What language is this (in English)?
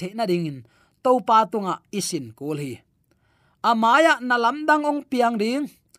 Tedim Chin